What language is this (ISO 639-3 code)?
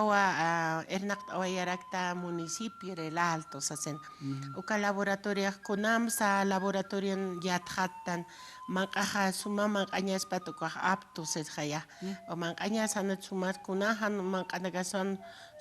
aym